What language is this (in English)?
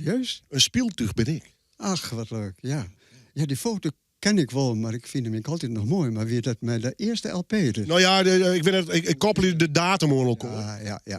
Western Frisian